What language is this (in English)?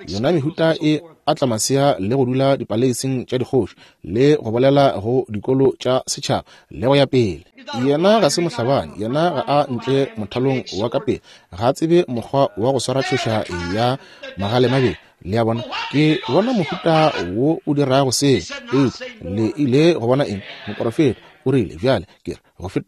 Northern Sotho